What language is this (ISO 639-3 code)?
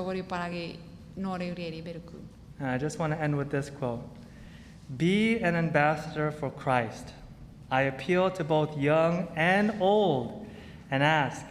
chk